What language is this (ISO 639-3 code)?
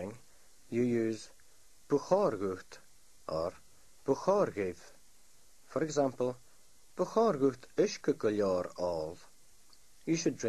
gla